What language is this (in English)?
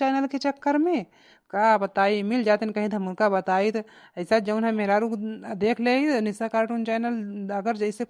Awadhi